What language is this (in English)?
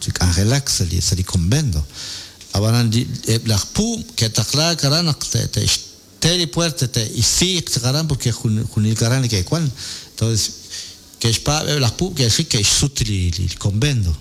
Kekchí